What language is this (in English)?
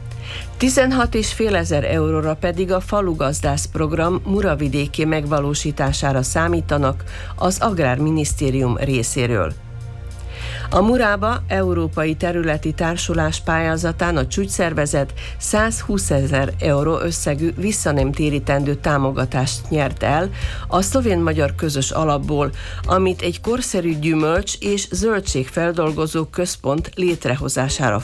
Hungarian